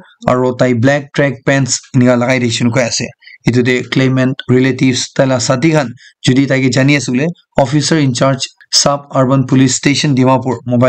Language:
Naga Pidgin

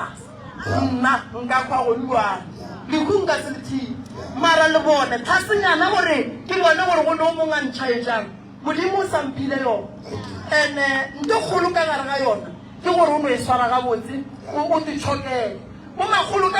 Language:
Northern Sotho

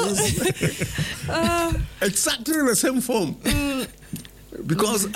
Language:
Swahili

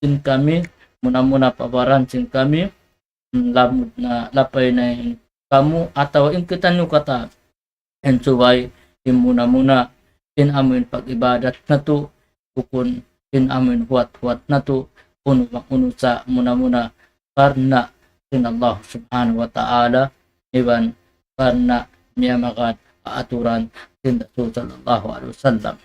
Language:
Tausug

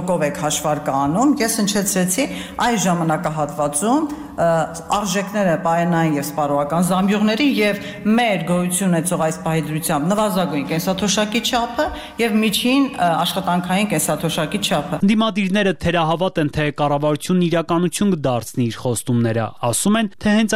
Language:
Armenian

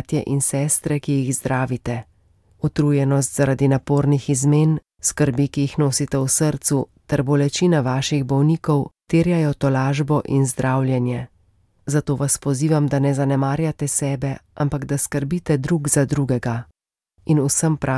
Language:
Slovenian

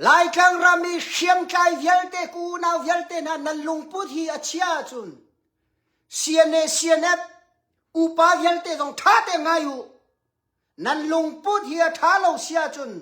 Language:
Hakha Chin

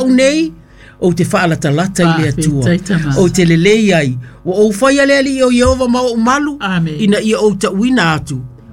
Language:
Samoan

